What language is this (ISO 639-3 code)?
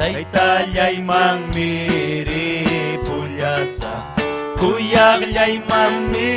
quy